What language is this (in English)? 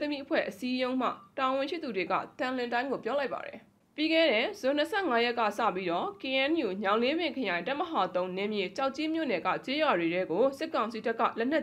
Burmese